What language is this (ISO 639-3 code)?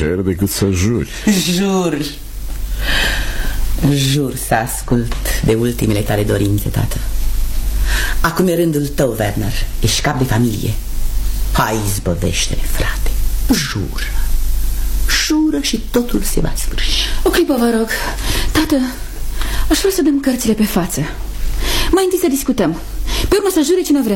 ron